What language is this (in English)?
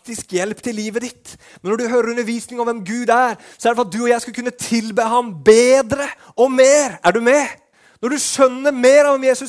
Norwegian